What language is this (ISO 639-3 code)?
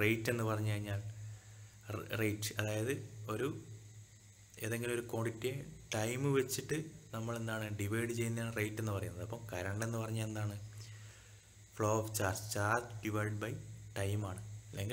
mal